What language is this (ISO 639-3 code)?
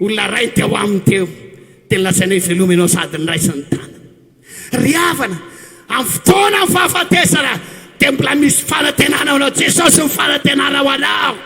mlg